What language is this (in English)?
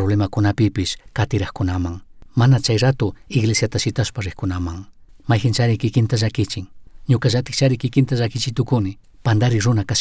Chimborazo Highland Quichua